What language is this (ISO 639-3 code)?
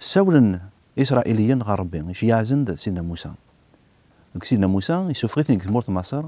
kab